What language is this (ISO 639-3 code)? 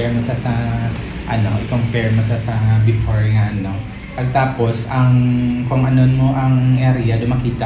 hil